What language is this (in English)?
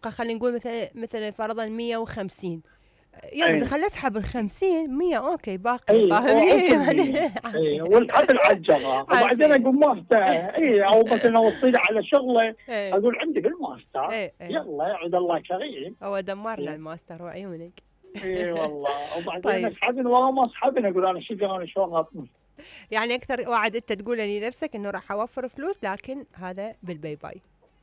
Mesopotamian Arabic